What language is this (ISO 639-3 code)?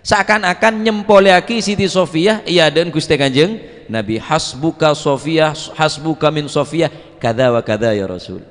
mad